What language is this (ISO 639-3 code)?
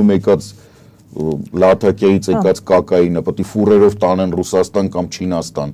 hye